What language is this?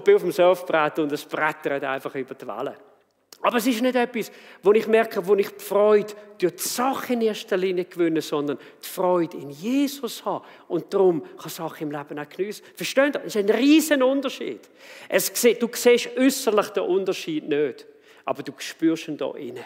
Swiss German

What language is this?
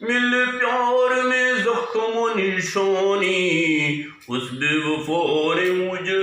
Eastern Balochi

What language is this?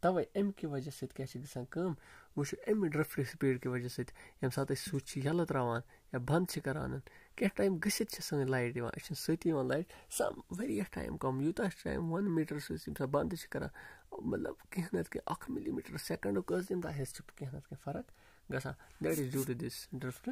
Kashmiri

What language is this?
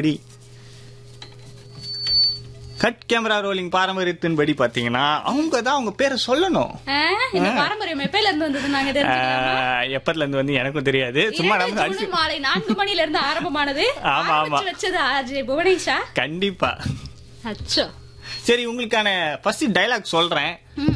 Tamil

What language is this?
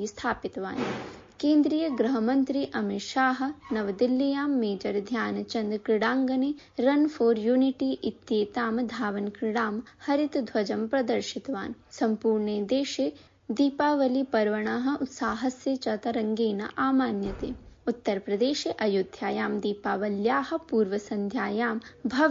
Sanskrit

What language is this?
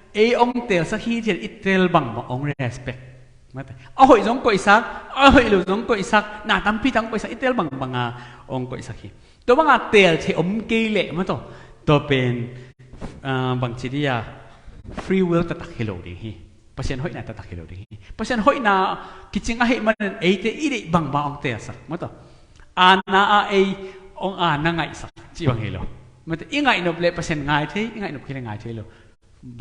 Tedim Chin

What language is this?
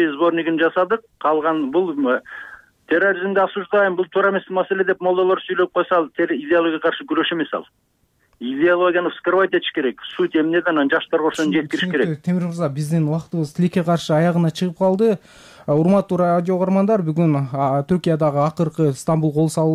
Kyrgyz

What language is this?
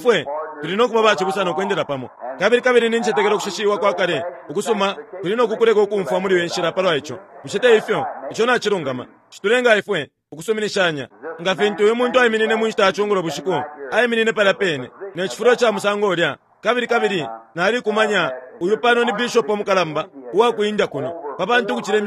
Bemba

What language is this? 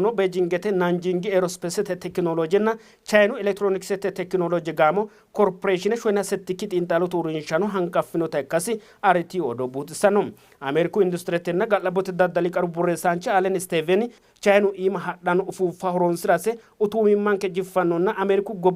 Sidamo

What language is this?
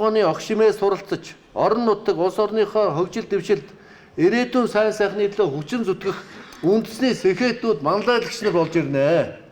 Mongolian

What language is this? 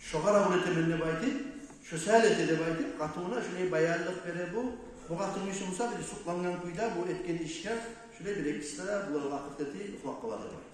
Kumyk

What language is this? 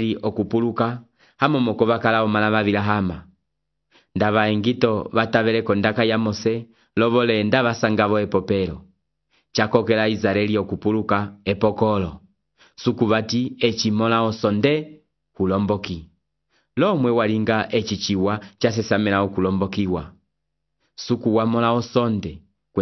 Umbundu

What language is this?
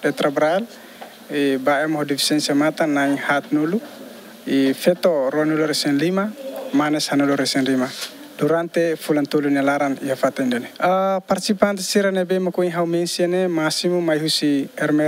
Tetum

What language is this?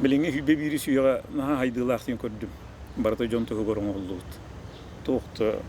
Yakut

